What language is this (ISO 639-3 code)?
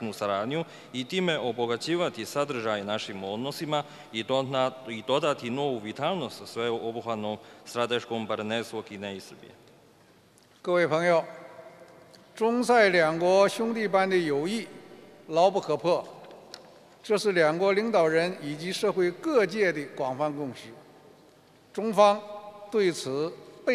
srp